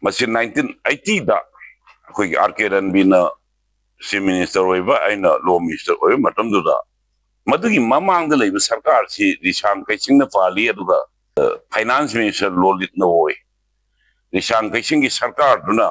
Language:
Manipuri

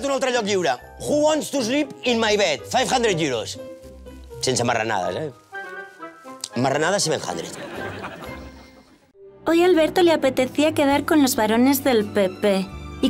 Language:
Catalan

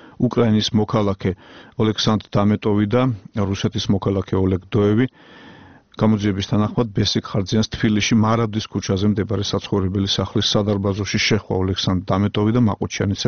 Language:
Georgian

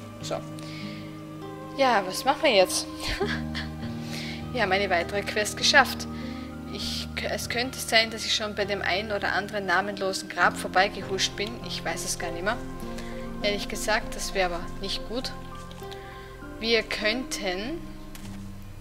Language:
German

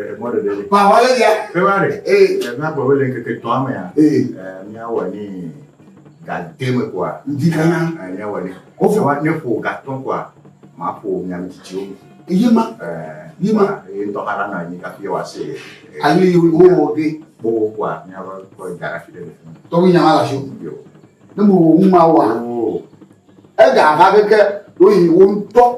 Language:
Ewe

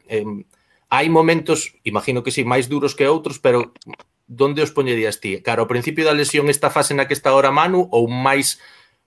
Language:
Galician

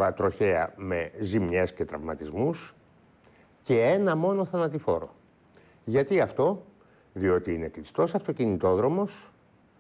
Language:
Greek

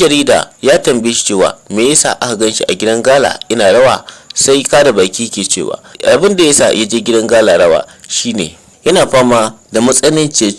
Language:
Hausa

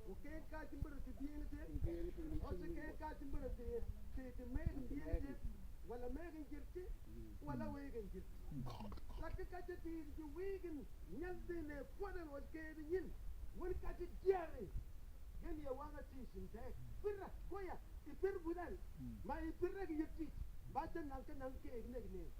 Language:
Mabaan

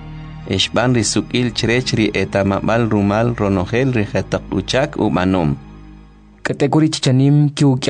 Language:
Kʼicheʼ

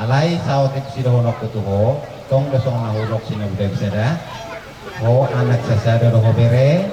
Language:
Batak Toba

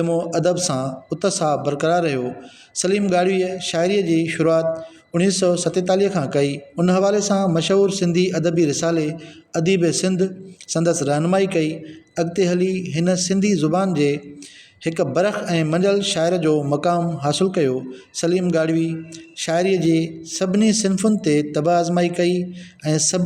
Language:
Sindhi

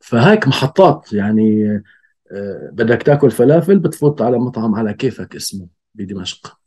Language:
North Levantine Arabic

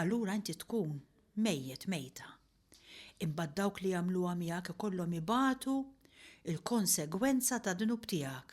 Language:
Maltese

